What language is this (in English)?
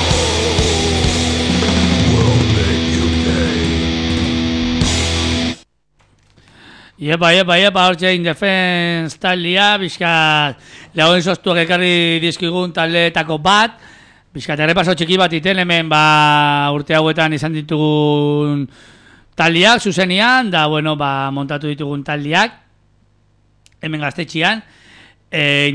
Basque